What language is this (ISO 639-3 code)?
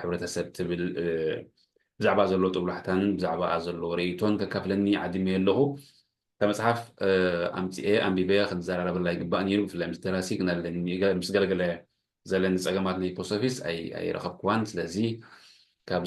tir